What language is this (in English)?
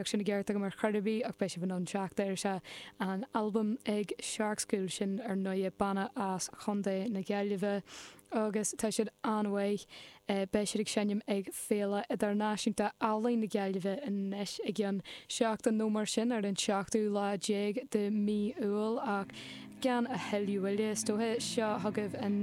Irish